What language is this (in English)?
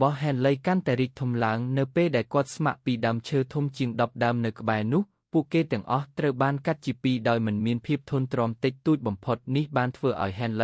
Khmer